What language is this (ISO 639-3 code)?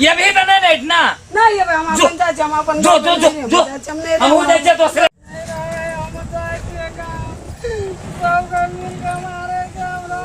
mai